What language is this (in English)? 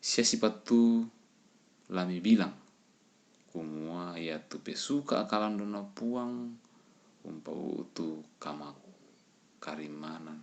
Toraja-Sa'dan